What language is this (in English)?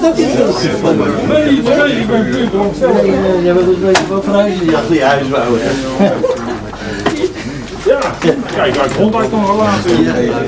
Dutch